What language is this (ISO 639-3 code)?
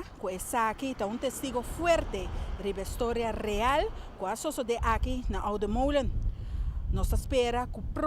pap